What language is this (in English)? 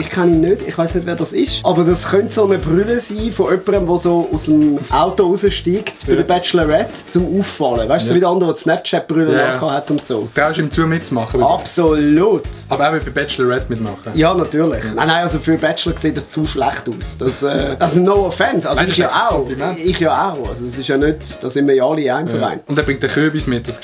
Swiss German